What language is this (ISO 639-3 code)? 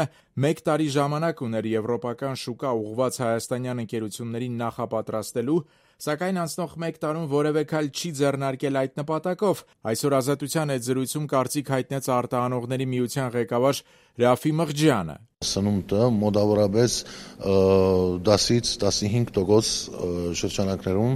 hye